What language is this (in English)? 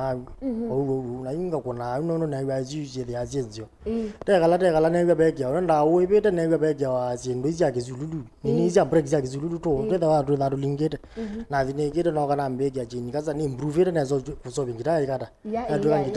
Kamba